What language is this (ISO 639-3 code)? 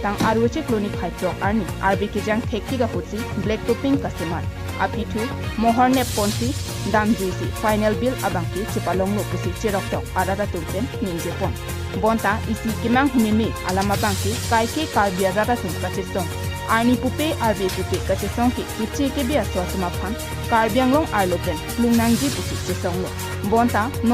mjw